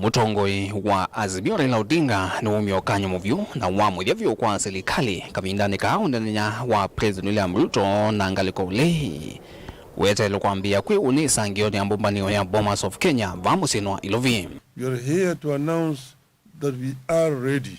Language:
Kamba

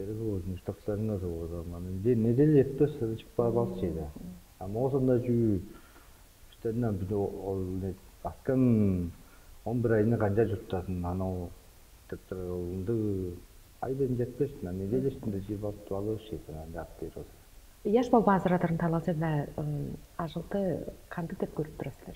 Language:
Tuvinian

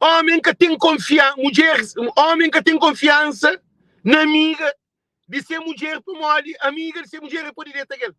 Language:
Kabuverdianu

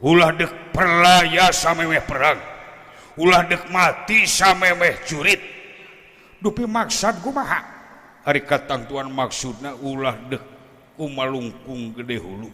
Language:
Sundanese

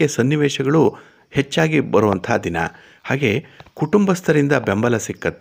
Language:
Kannada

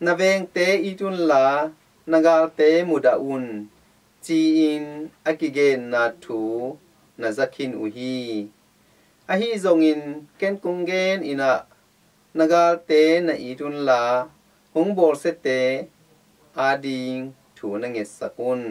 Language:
Tedim Chin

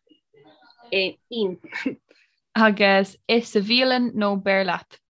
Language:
Irish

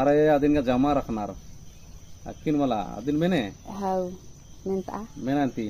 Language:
Kurukh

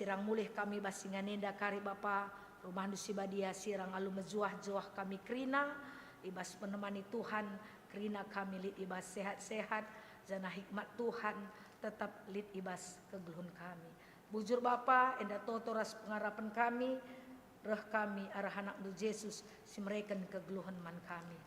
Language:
Batak Karo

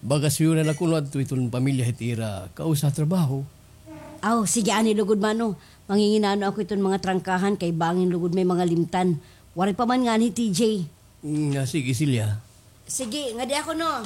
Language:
Waray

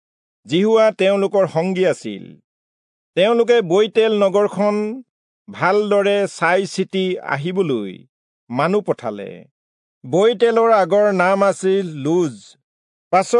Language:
Assamese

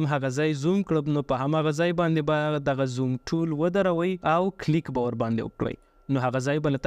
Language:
Pashto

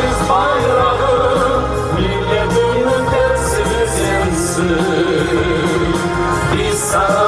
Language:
Crimean Tatar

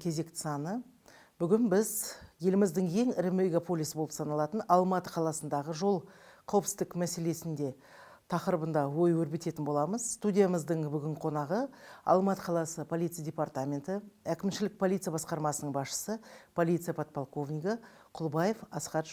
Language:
Kazakh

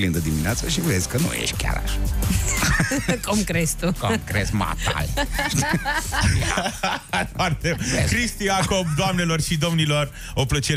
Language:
Romanian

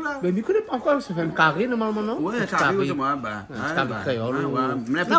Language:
Réunion Creole French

